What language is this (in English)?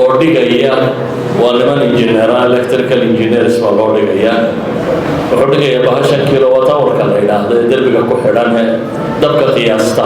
Somali